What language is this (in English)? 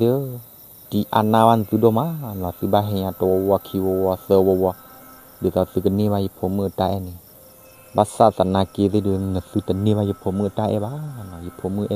S'gaw Karen